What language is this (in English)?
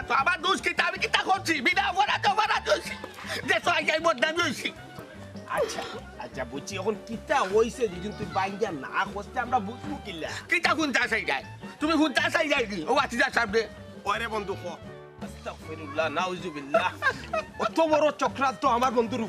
Sylheti